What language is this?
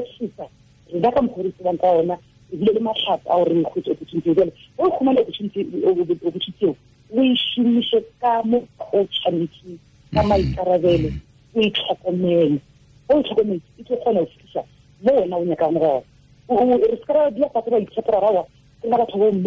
Tswana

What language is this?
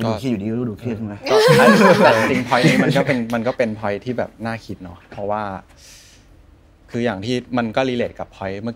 Thai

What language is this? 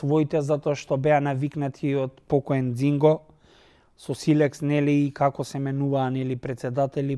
Macedonian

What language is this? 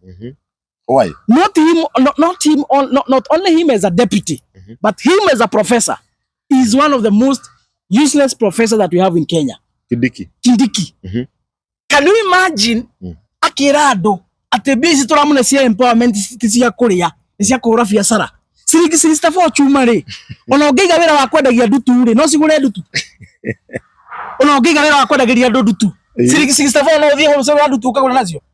Kikuyu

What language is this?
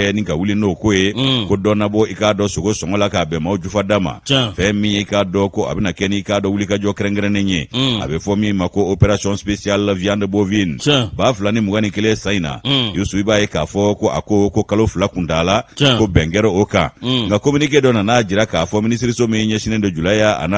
Bambara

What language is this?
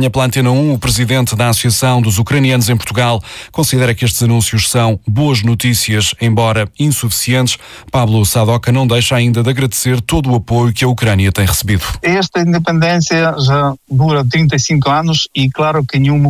Portuguese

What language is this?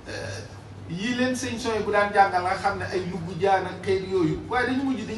Wolof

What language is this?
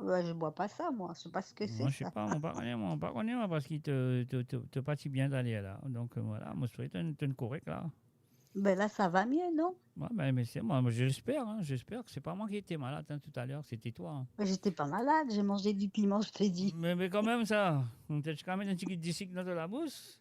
Morisyen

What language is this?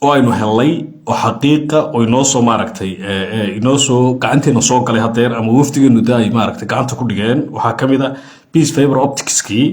Somali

